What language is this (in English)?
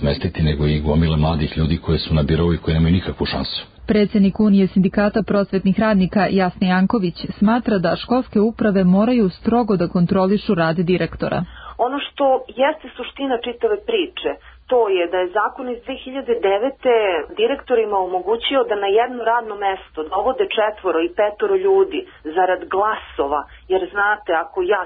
Serbian